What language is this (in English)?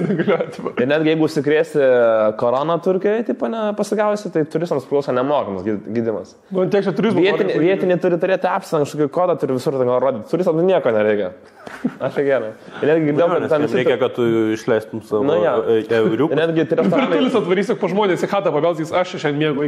Lithuanian